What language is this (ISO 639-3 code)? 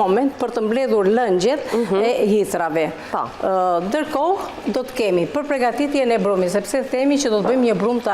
sqi